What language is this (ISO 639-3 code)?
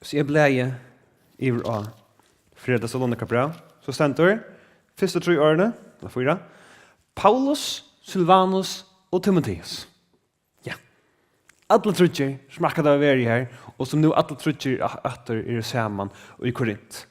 fao